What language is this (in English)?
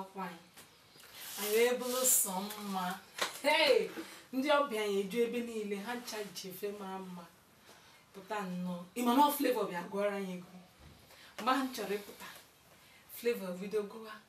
Igbo